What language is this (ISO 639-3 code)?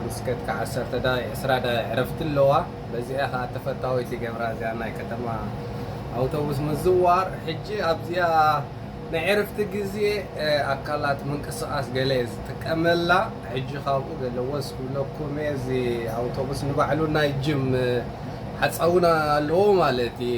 tir